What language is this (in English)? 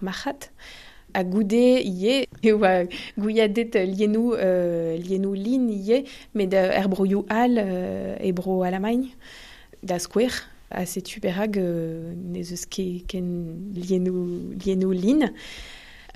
Breton